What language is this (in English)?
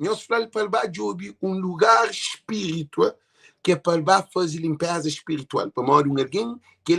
Kabuverdianu